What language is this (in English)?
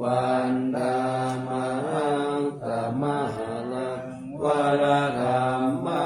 Pali